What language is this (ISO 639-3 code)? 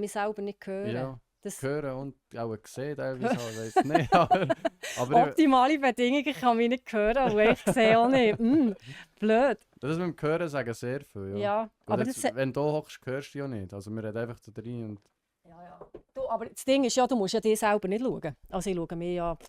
gsw